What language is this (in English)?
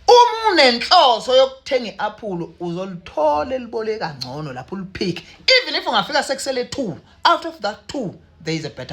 Zulu